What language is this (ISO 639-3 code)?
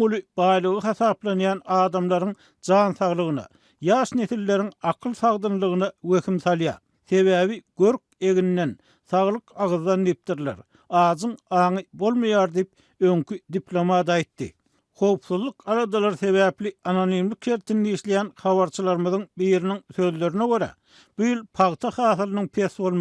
tuk